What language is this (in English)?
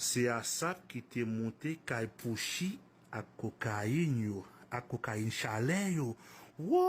Haitian Creole